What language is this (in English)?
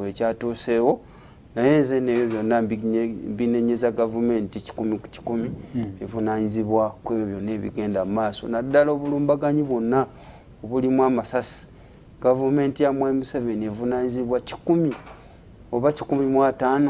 Ganda